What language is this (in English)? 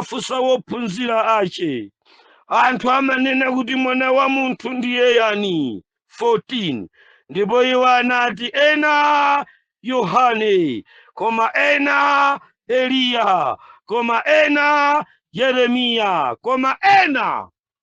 Nyanja